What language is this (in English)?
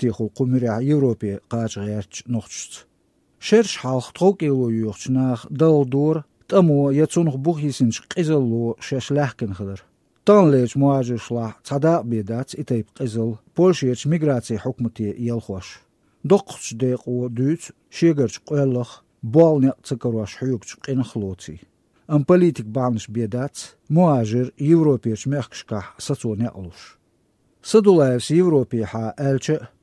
Chechen